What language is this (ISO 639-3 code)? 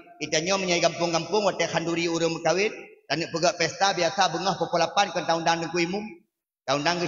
ace